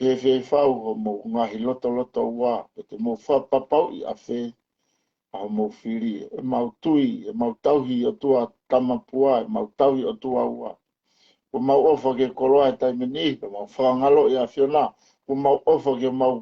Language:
Tongan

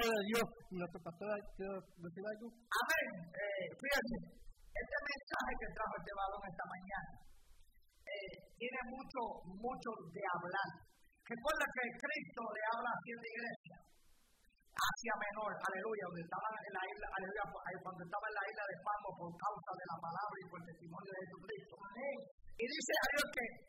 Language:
Spanish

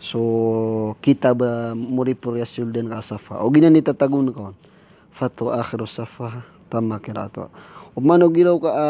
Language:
Maranao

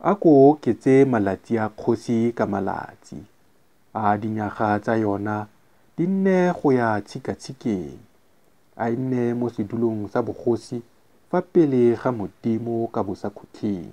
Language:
Tswana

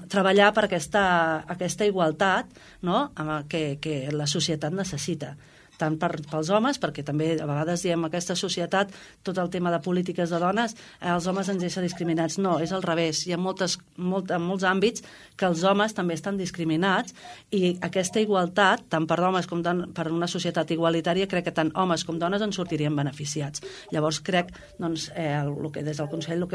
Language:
Catalan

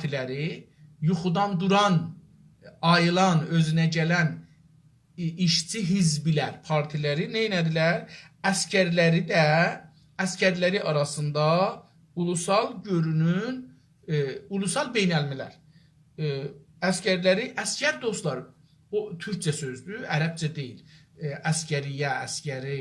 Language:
South Azerbaijani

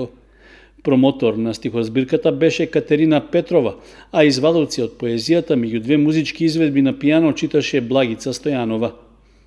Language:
Macedonian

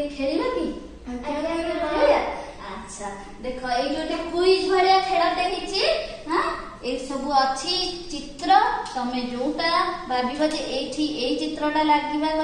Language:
Odia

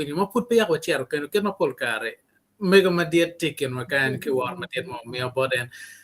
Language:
Acoli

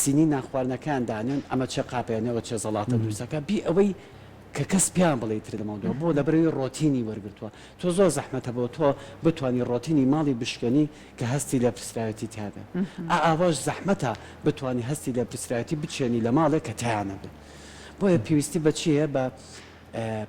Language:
Central Kurdish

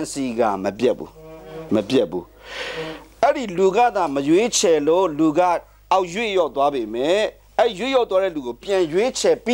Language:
Burmese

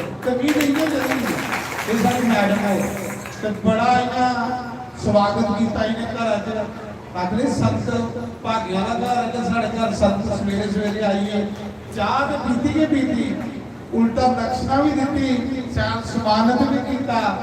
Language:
Dogri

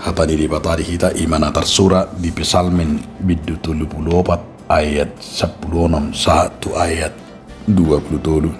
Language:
Batak Toba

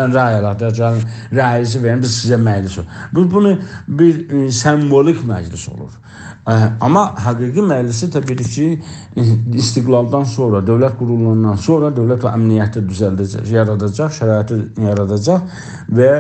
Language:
South Azerbaijani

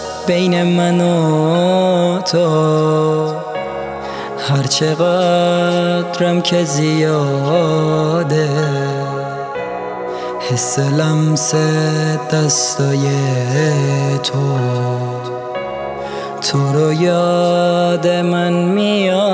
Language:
Persian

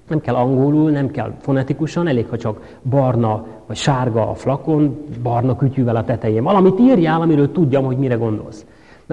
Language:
Hungarian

